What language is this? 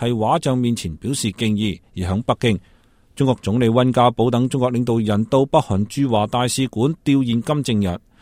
Cantonese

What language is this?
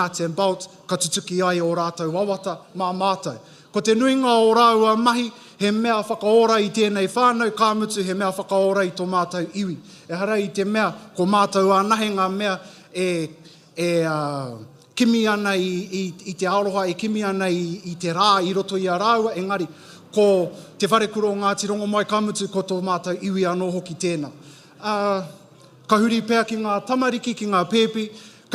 Māori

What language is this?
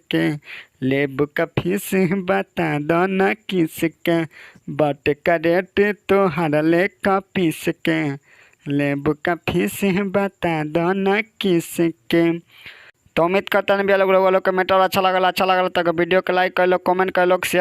Bhojpuri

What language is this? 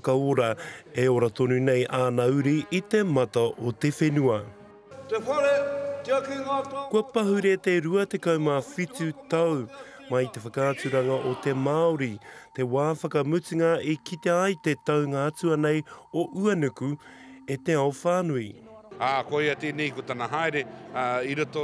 Māori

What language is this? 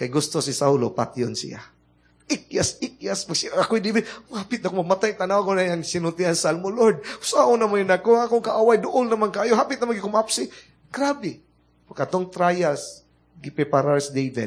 Cebuano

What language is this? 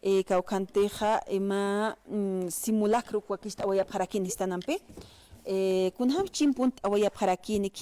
Aymara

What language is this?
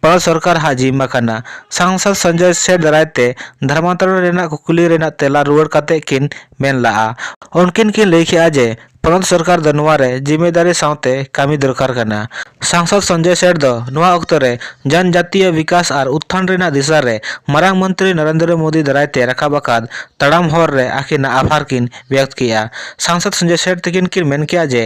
Santali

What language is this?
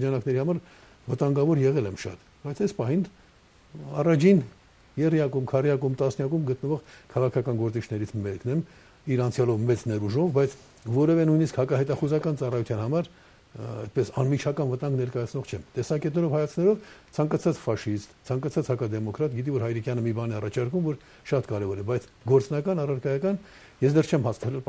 Armenian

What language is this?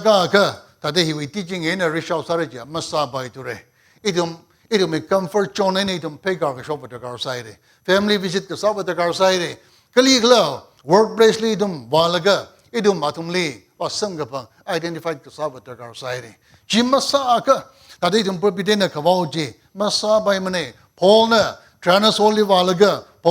Tangkhul Naga (India)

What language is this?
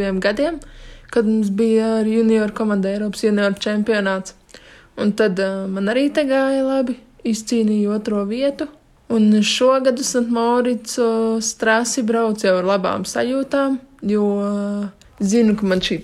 Latvian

